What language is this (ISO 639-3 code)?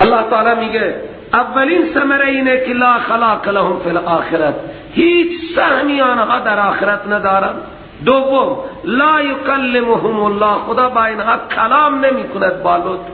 fas